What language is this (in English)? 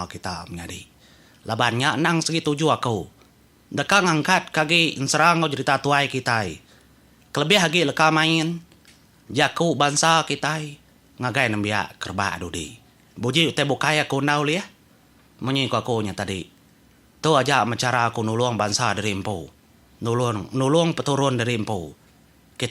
Iban